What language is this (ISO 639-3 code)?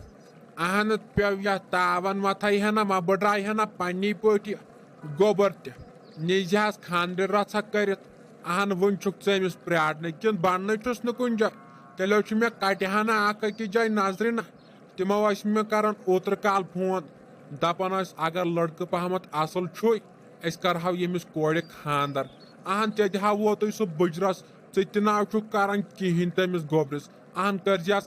kas